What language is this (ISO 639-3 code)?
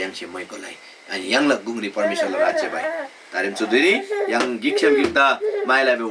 taj